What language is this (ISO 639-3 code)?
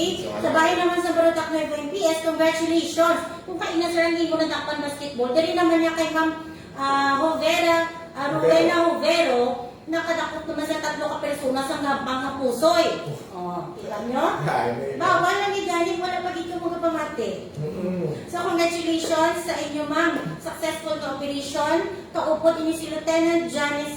hil